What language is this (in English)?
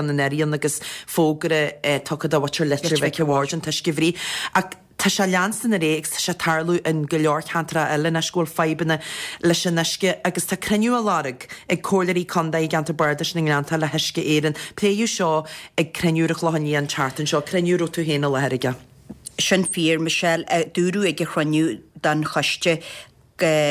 Irish